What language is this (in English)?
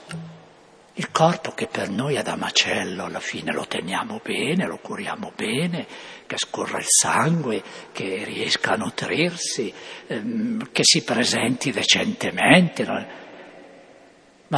Italian